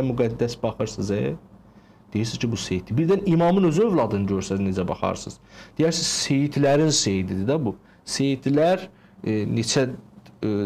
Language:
Azerbaijani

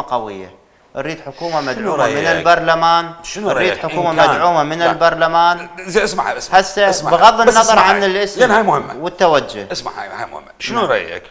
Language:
Mesopotamian Arabic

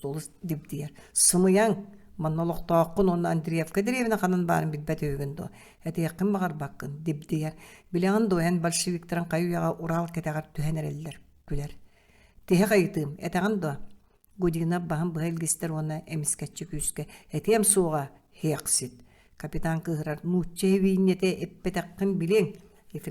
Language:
Yakut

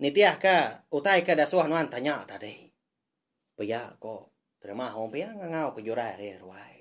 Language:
Iban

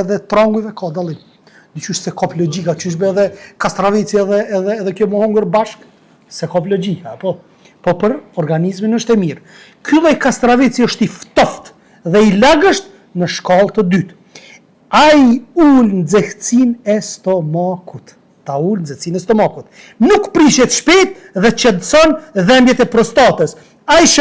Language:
Albanian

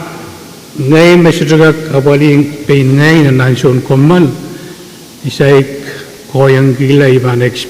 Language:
Pohnpeian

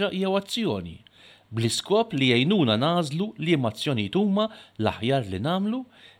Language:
Maltese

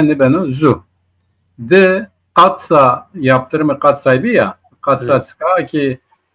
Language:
Zaza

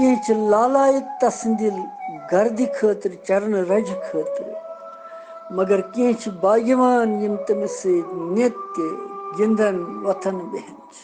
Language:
Kashmiri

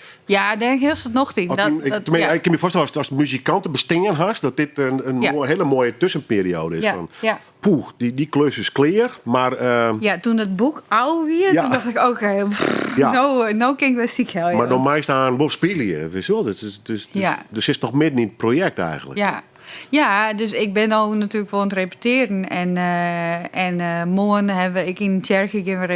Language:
Western Frisian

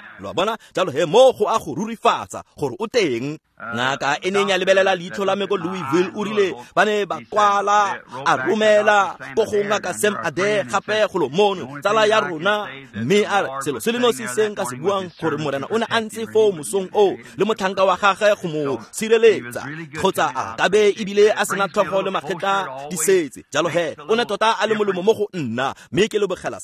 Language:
Tswana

